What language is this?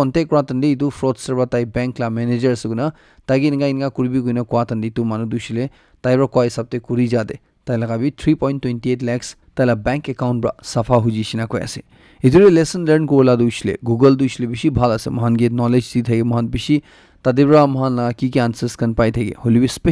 Naga Pidgin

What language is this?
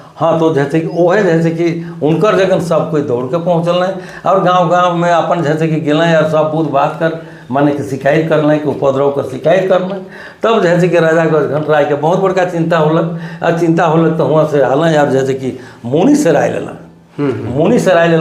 Sadri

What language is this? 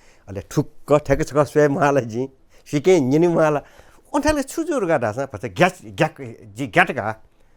Newari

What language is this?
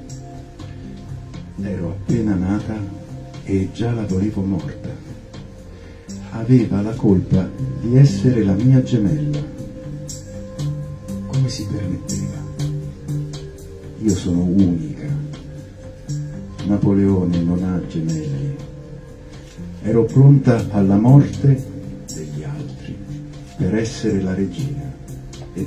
Italian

